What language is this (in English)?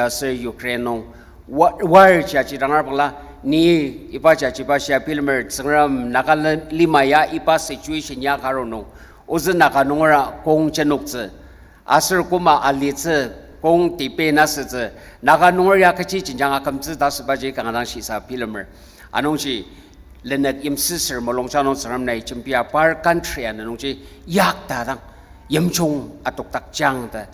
Ao Naga